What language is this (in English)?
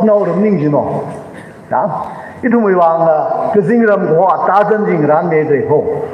Tangkhul Naga (India)